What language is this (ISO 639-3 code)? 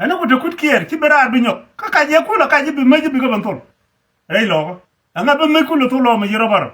nus